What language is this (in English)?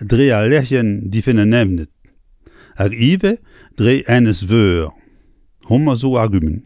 Breton